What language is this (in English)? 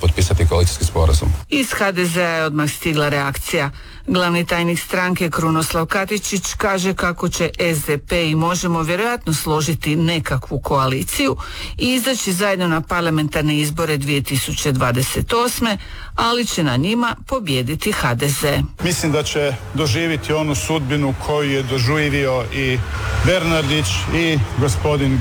Croatian